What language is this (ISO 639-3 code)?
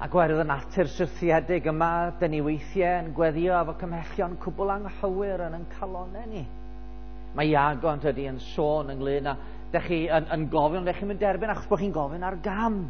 cym